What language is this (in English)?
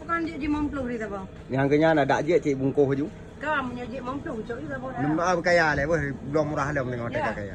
Achinese